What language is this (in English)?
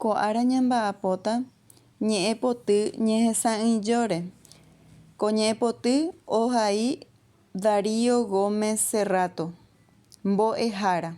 Guarani